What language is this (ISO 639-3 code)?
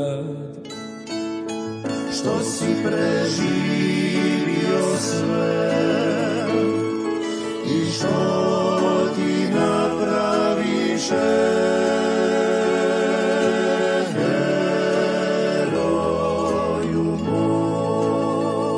hrv